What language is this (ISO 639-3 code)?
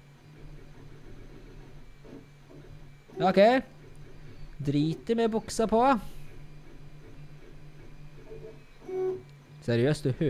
nor